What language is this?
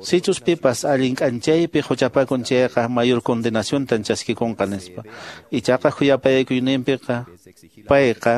Quechua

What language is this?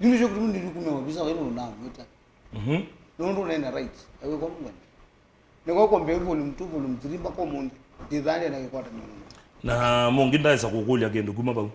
Kamba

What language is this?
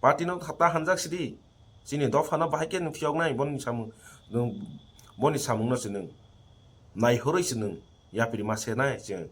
Kok Borok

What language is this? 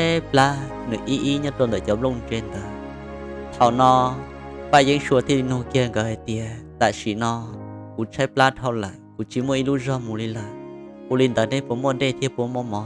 Hmong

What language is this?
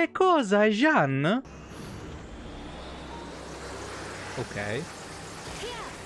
Italian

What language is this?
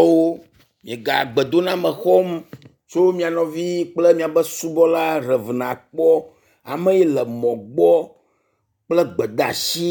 Ewe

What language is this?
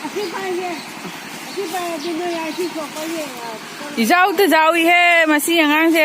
Manipuri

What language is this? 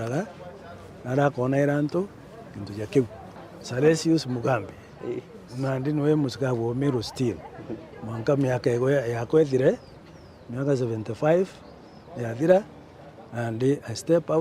Meru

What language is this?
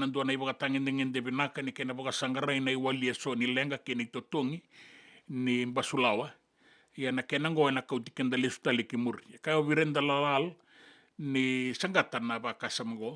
Fijian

